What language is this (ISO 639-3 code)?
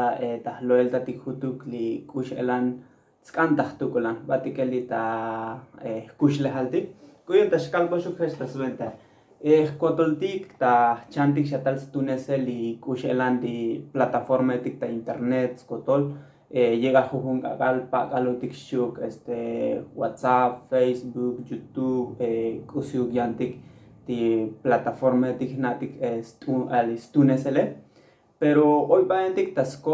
tzo